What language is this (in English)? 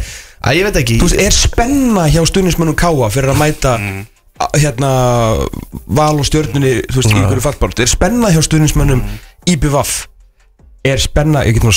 Icelandic